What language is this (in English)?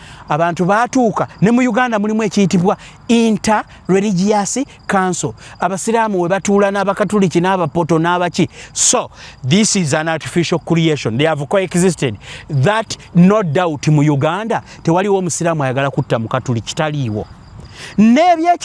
Ganda